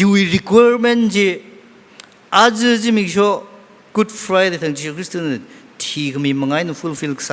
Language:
Tangkhul Naga (India)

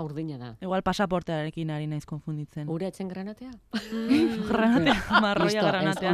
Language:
Basque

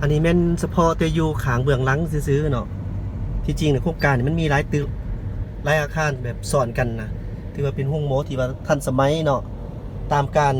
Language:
Lao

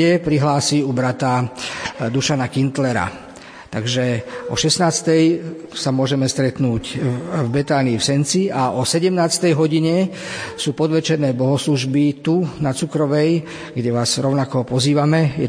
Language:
Slovak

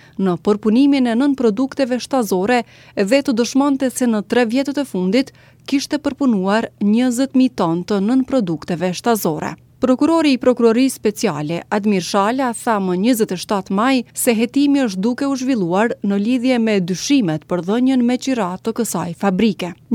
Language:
Albanian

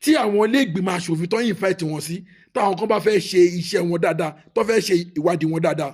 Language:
Yoruba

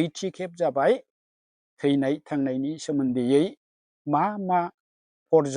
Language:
Bodo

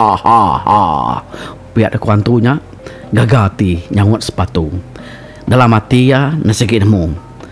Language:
Iban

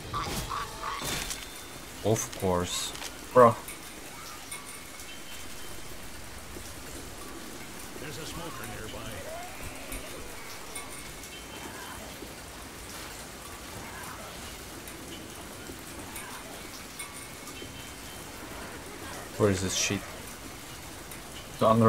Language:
English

